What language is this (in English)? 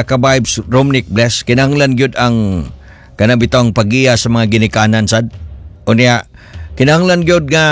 Cebuano